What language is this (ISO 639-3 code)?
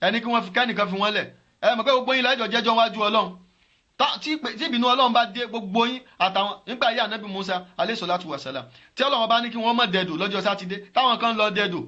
yor